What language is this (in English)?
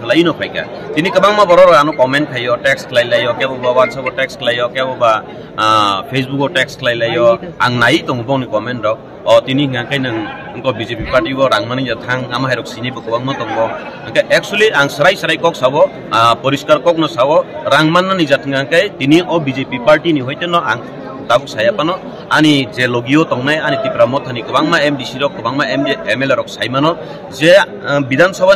Kok Borok